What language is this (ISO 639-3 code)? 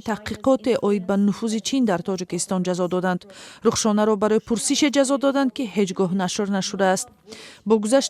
tgk